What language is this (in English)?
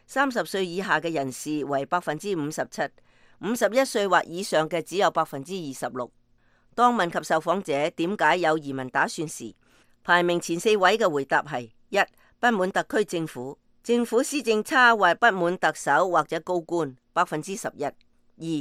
Cantonese